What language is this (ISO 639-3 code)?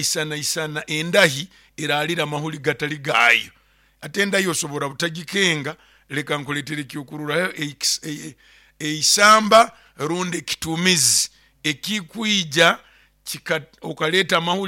nyo